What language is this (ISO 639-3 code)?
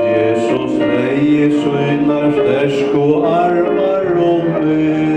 fao